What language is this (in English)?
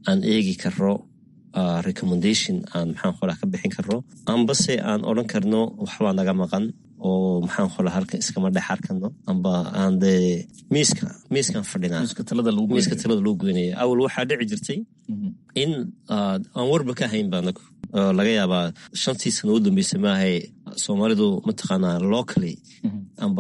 Somali